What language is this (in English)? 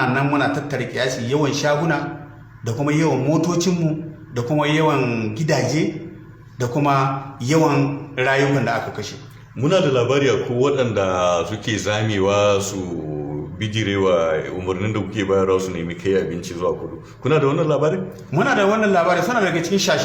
Hausa